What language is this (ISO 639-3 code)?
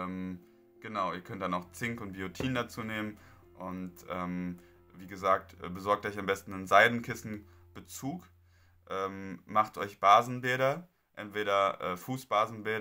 deu